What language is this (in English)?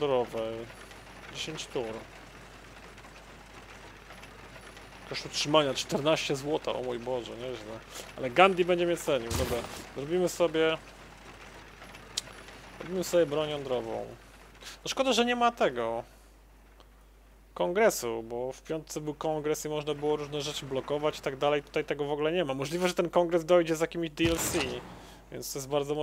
Polish